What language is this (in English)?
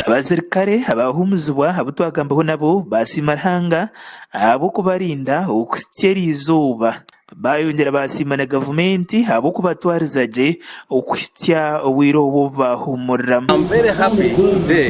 Nyankole